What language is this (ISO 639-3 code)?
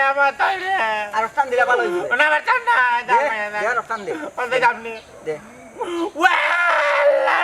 syl